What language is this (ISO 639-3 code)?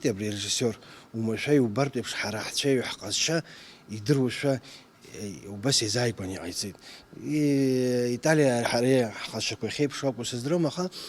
abk